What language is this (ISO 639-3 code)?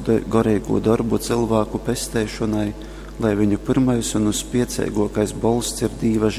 ltg